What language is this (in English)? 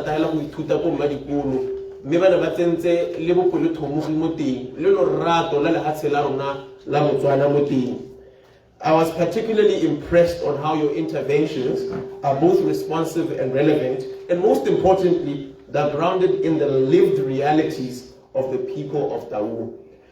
Tswana